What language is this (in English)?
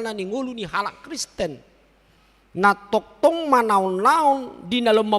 Batak Toba